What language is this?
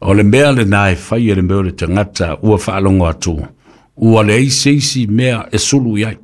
Samoan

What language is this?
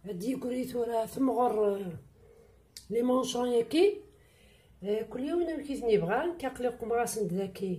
Kabyle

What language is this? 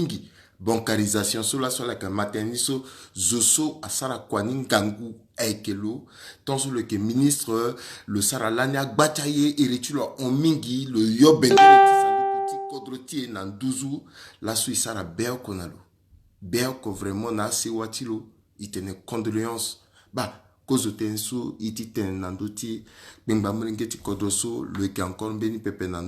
Sango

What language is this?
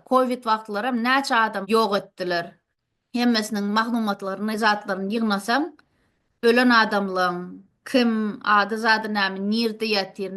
Turkmen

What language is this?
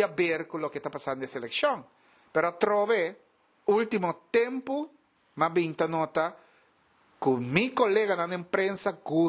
Papiamento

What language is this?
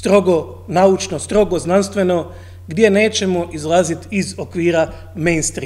Croatian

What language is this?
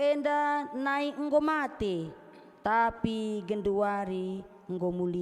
Batak Karo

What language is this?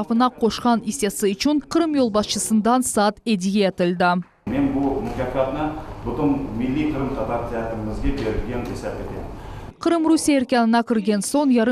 Crimean Tatar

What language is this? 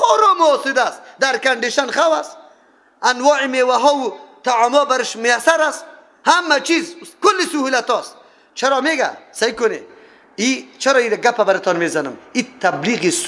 Persian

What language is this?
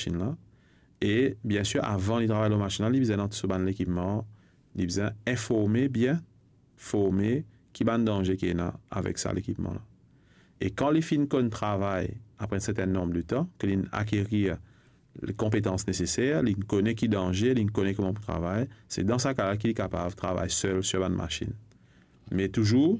Morisyen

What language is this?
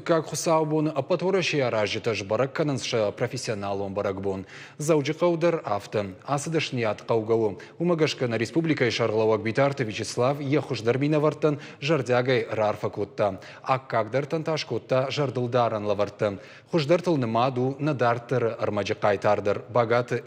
Ossetic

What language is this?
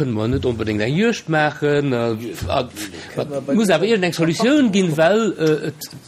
Luxembourgish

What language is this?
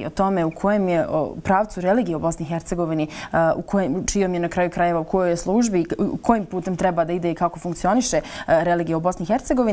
Bosnian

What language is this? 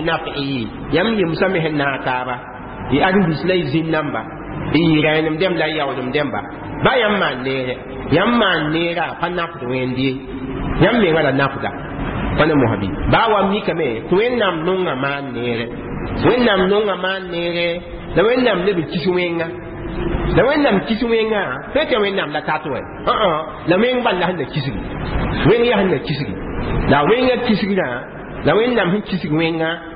Mossi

